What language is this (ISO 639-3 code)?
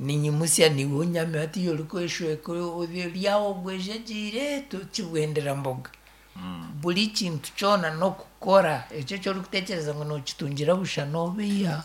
nyn